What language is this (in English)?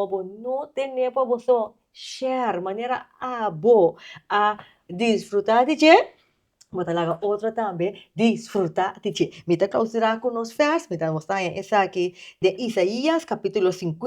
Papiamento